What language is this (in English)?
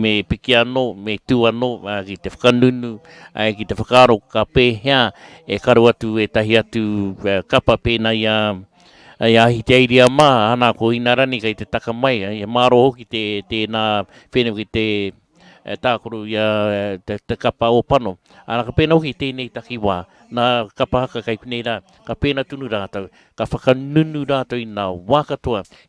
Māori